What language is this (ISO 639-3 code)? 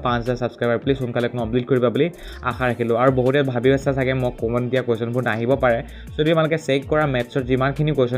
asm